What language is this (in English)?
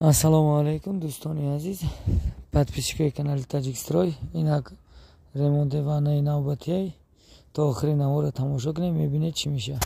Tajik